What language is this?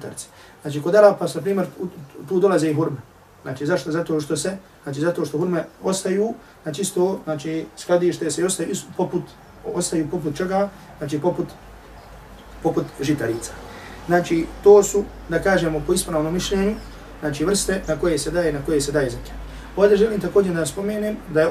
Bosnian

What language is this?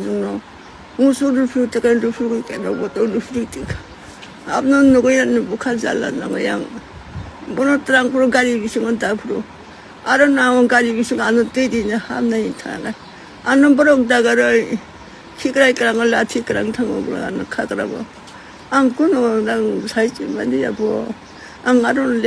Kok Borok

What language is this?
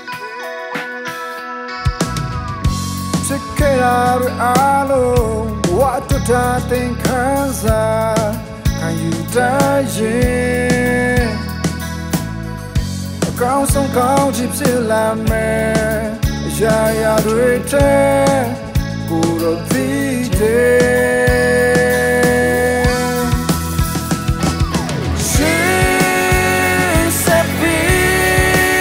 Burmese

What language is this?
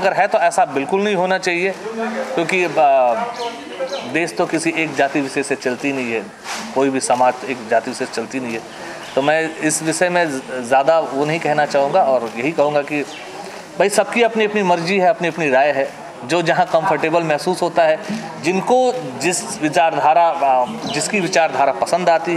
Hindi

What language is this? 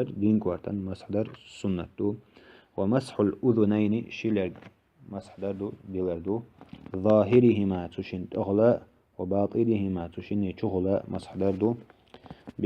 Chechen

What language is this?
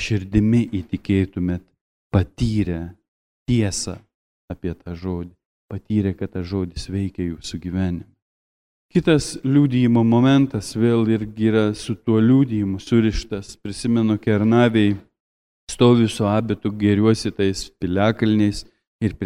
Lithuanian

